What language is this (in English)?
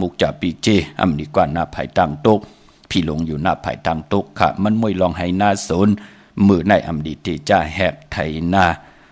Shan